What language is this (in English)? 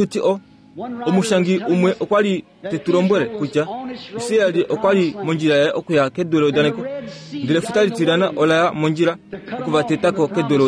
Kuanyama